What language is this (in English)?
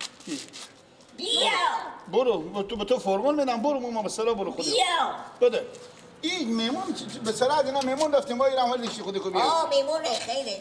Persian